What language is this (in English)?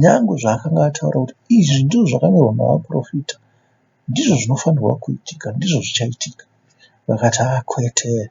Shona